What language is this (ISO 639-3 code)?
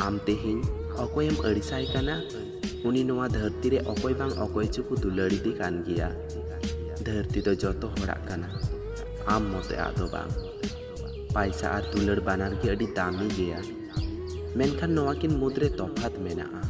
sat